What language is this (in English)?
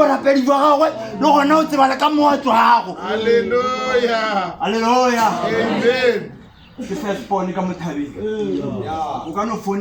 Northern Sotho